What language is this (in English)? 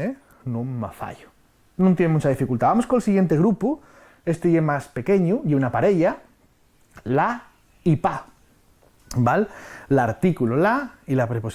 Asturian